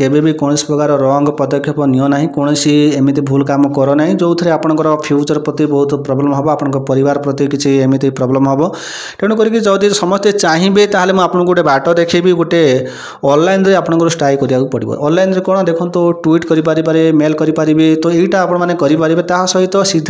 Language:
Odia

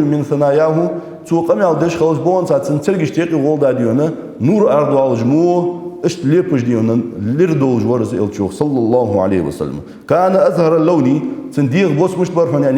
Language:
Ingush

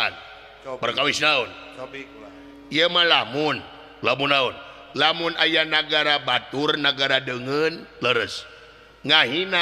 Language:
Sundanese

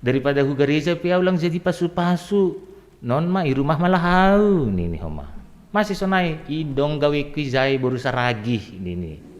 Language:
Batak Simalungun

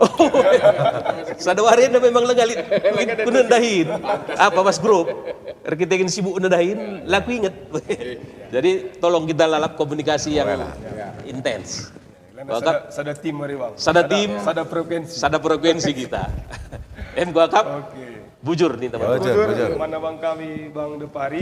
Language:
Batak Karo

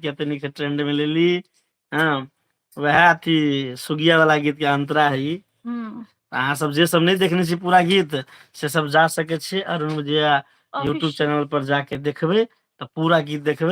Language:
Maithili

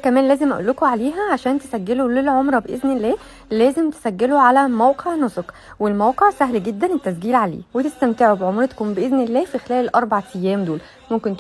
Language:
Egyptian Arabic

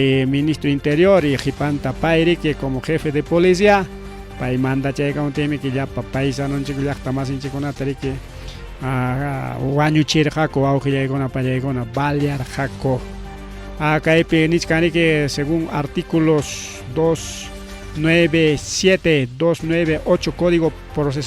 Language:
Ayacucho Quechua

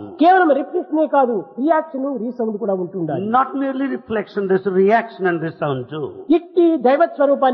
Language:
Telugu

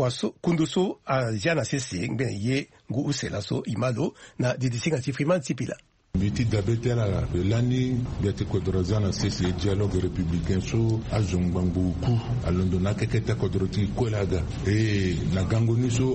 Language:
Sango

